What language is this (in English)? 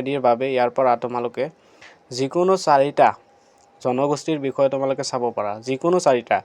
Assamese